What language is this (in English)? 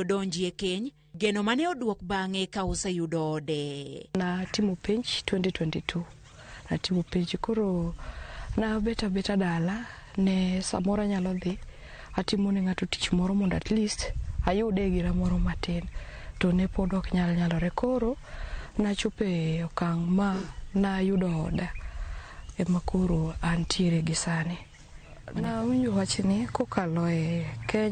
Luo (Kenya and Tanzania)